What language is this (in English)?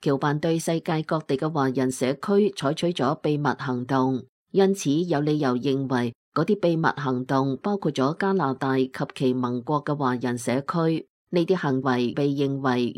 Cantonese